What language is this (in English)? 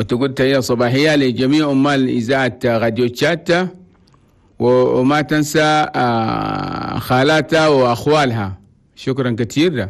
Chadian Arabic